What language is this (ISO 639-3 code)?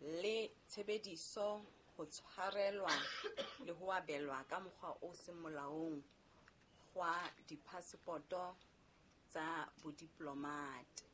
sot